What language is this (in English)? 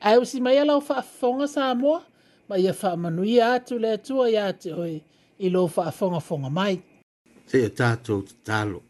Samoan